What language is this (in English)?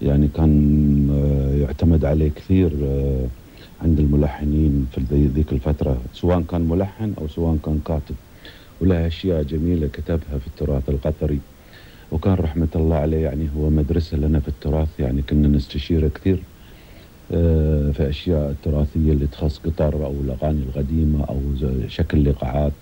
Gulf Arabic